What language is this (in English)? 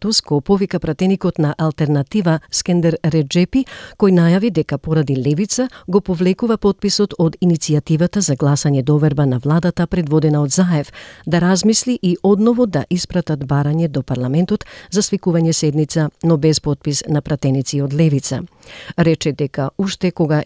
Macedonian